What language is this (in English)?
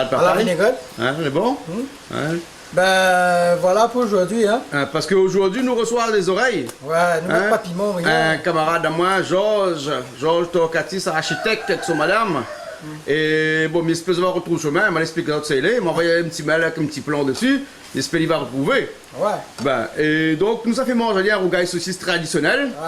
Réunion Creole French